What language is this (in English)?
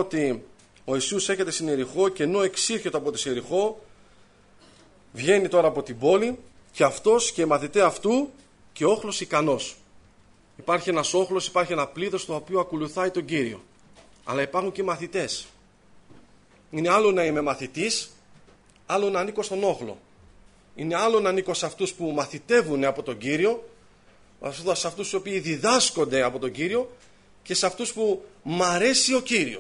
Greek